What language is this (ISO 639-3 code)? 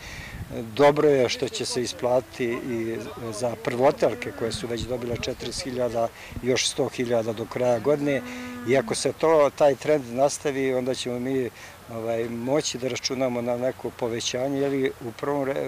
srp